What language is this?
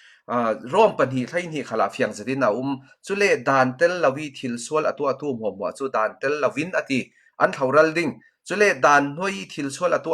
Falam Chin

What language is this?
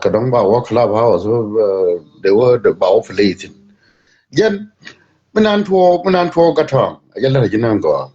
Nuer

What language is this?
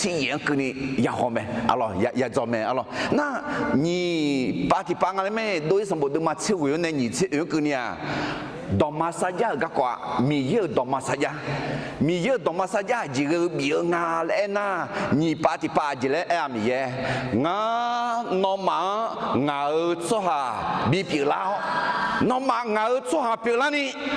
Akha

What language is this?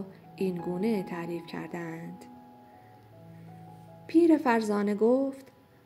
Persian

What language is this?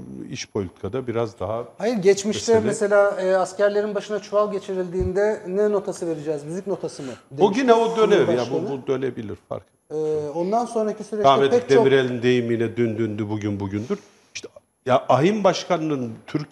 Turkish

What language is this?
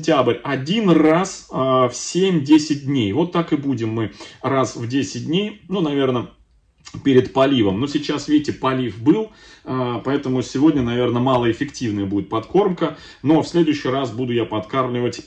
Russian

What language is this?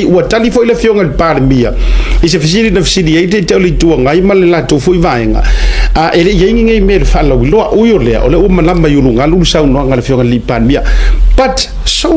Samoan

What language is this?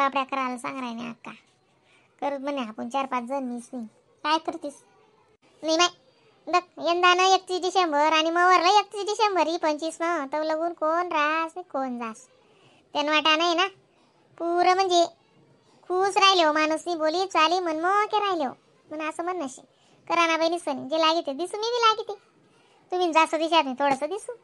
Khandesi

